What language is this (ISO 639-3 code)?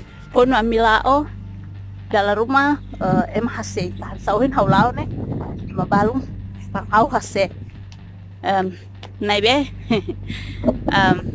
tet